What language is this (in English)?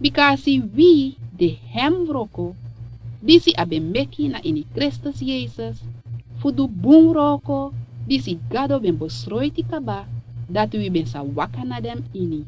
Sranan Tongo